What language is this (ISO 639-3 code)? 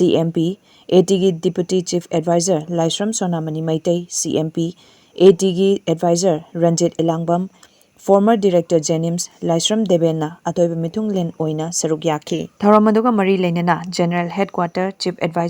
mni